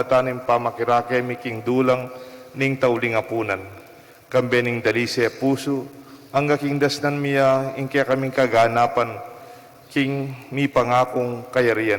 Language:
Pampanga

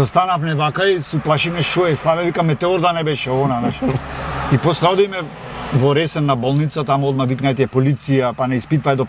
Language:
Macedonian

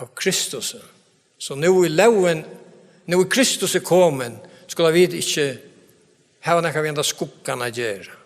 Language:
Faroese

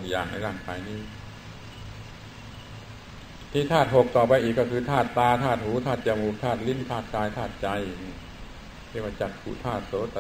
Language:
Thai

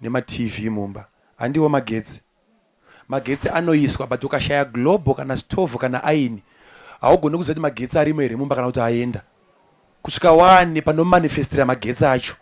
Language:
Shona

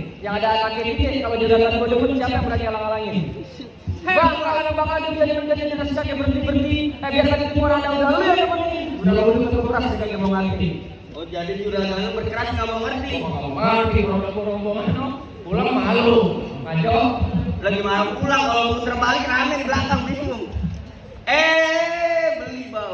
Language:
Betawi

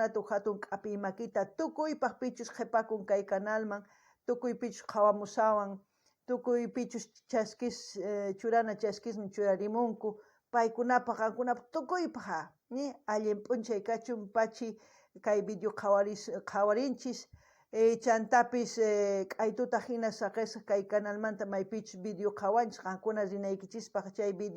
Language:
South Bolivian Quechua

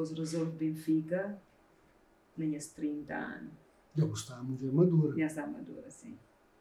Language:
Kabuverdianu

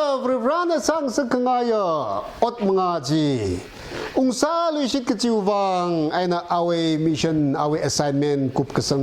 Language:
Tangkhul Naga (India)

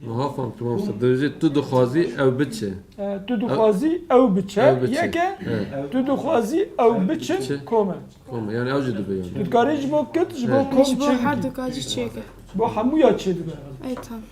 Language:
Kurdish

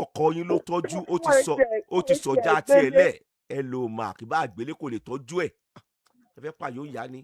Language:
Yoruba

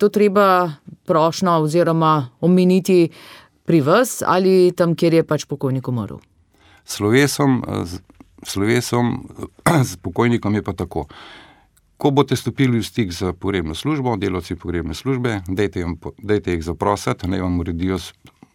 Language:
Slovenian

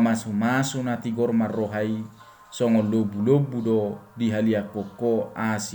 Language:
Batak Toba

